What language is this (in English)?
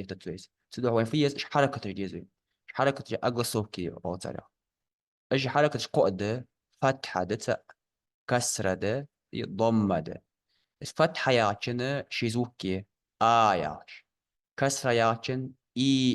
Ingush